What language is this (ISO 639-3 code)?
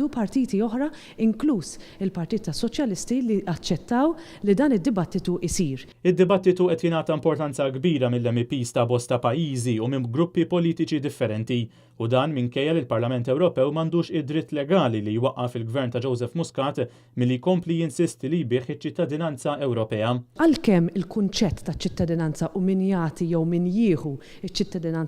mlt